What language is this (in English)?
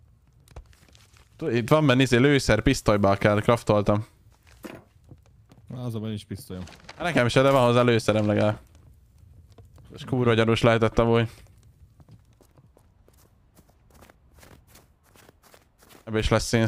Hungarian